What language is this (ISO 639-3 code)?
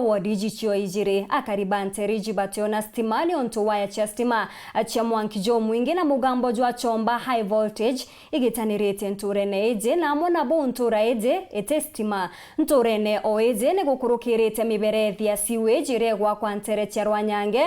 mer